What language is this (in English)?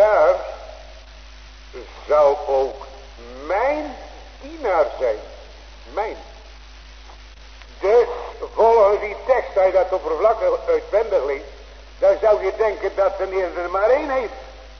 Dutch